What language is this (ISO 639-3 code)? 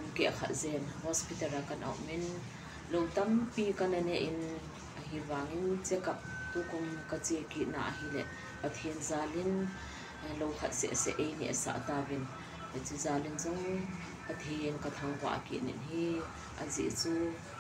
tcz